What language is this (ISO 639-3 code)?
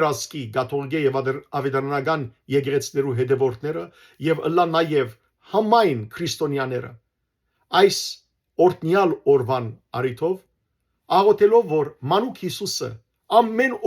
hyw